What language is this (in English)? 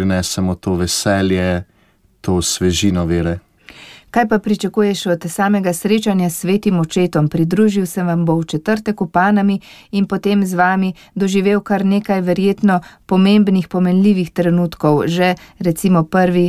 Slovenian